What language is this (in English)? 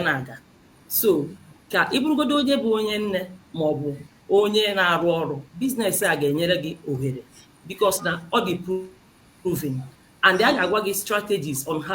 Igbo